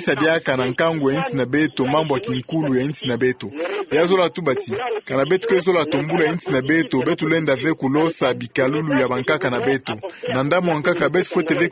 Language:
Kituba (Democratic Republic of Congo)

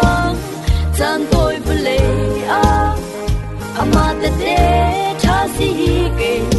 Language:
Falam Chin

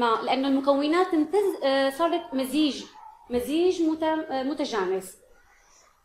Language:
Arabic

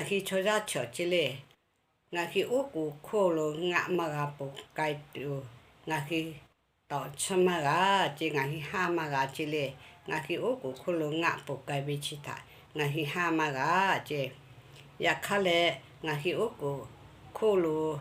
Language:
Lahu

